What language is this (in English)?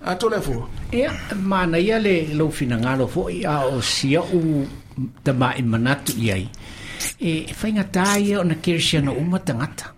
Samoan